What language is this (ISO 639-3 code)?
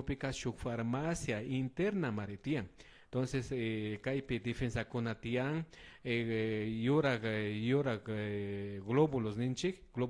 qvi